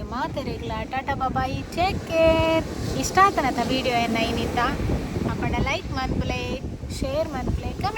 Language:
Tulu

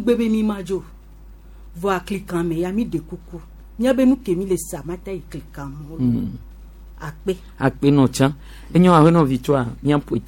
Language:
Gen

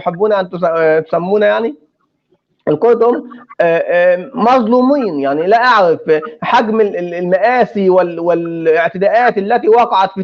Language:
North Levantine Arabic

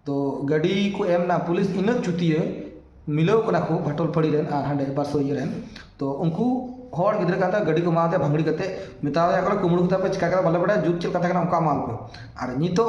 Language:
Santali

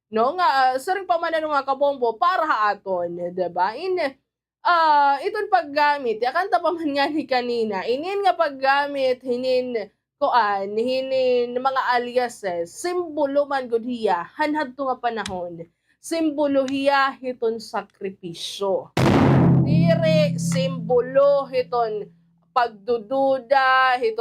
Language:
Waray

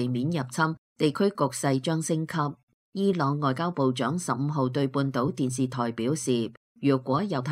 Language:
Cantonese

